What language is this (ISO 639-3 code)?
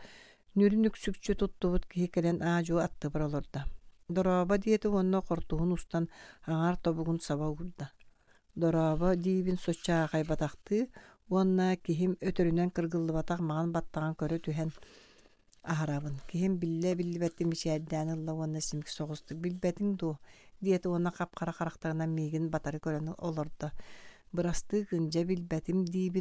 sah